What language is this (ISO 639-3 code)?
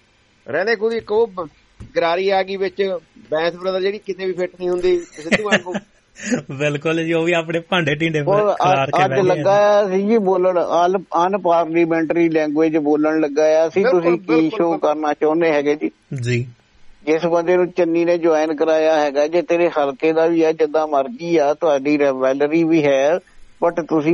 pan